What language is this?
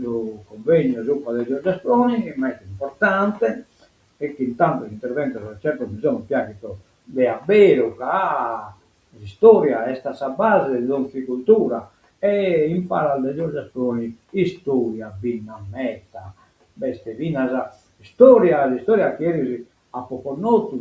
Sardinian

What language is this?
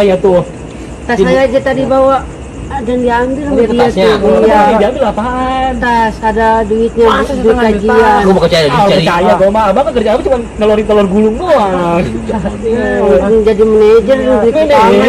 Betawi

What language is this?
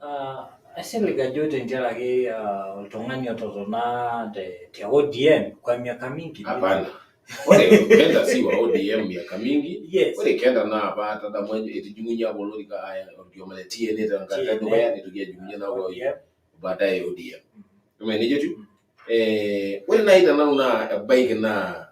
Masai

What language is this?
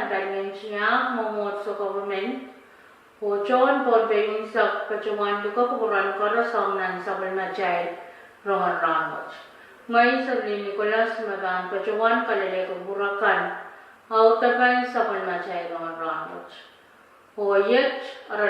Pohnpeian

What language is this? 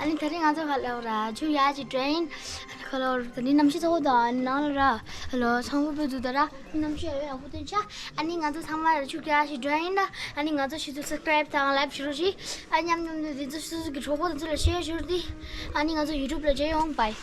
Tibetan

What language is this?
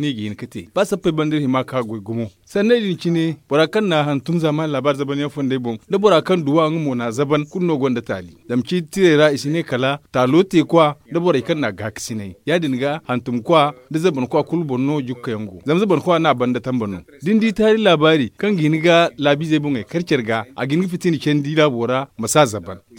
Zarma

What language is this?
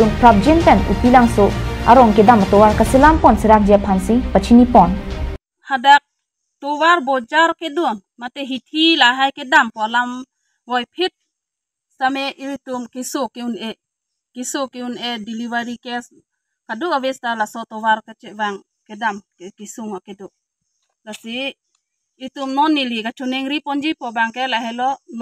Karbi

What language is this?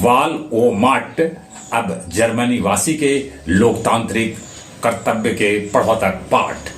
Magahi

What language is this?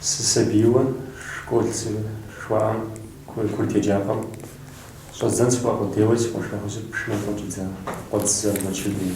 Kabardian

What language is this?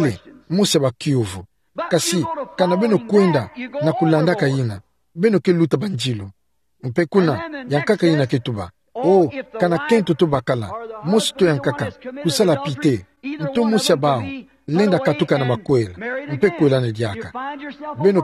Kituba (Democratic Republic of Congo)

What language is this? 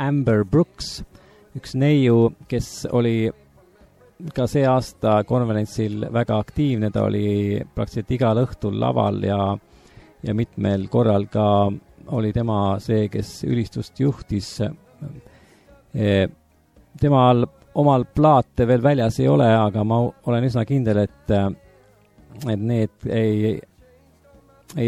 Estonian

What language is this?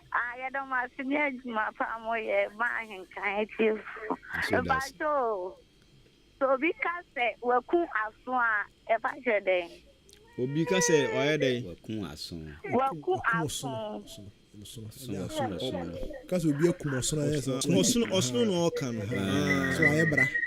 Akan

